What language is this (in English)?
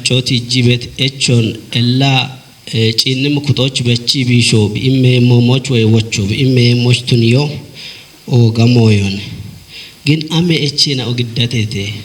Kafa